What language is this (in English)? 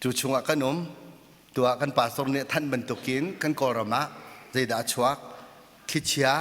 Hakha Chin